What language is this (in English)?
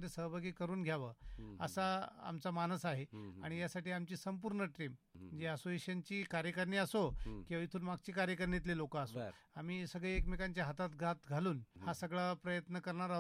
Marathi